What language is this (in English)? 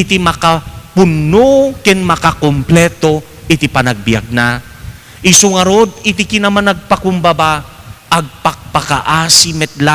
Iloko